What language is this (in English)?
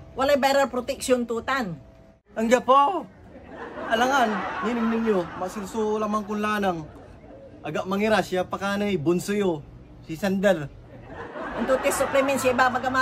Pangasinan